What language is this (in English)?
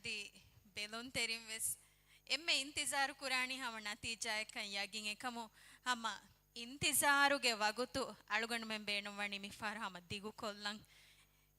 Divehi